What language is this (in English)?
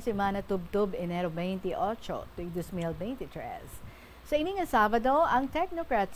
Hiligaynon